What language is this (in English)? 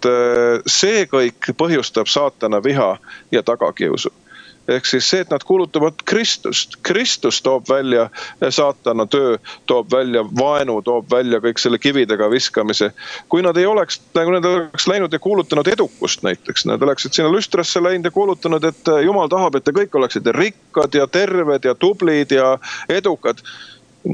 Estonian